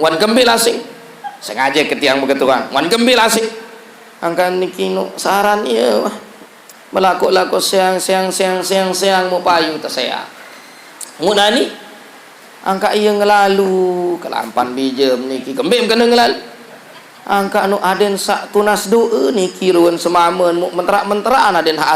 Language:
Sasak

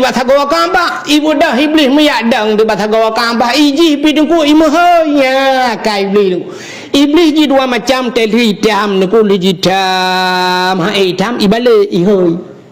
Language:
Achinese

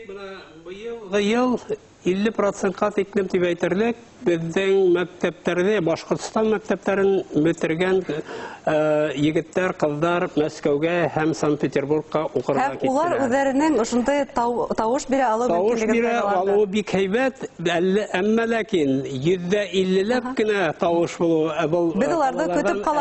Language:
Bashkir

